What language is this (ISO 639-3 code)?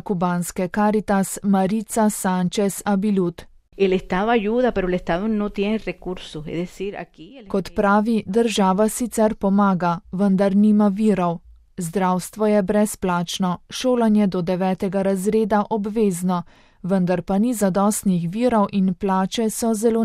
slv